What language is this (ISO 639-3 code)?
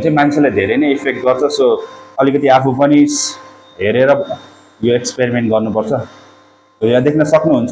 nep